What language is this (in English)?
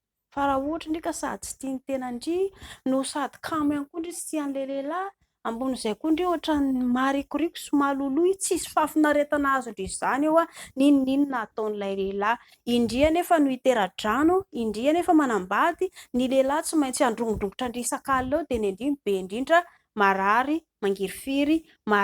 Malagasy